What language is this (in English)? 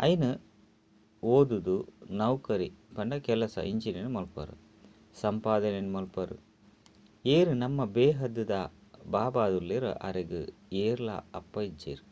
Tulu